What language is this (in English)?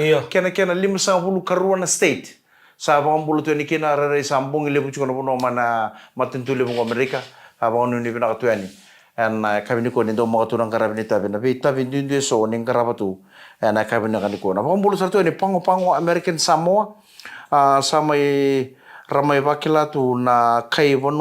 Fijian